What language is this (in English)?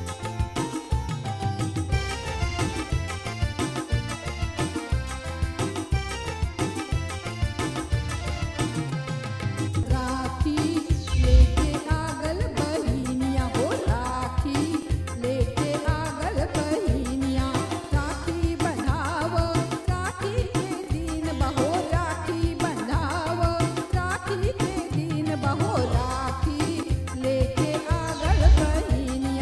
Bhojpuri